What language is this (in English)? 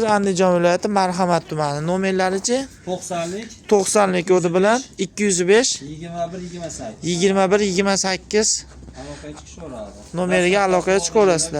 Uzbek